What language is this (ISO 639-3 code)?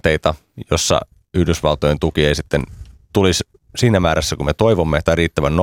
fin